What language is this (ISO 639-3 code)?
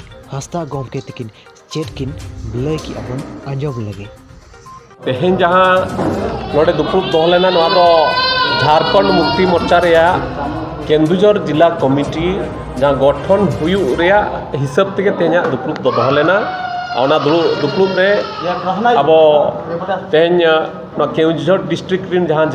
sat